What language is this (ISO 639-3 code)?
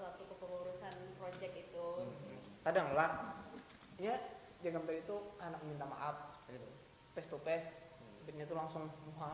bjn